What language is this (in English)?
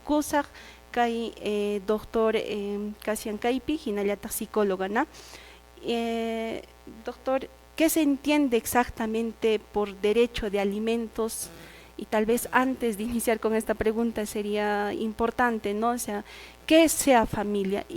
Quechua